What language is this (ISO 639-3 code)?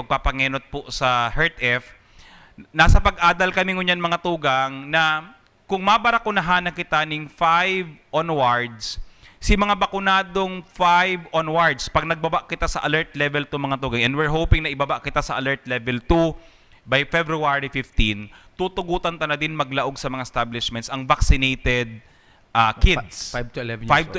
bik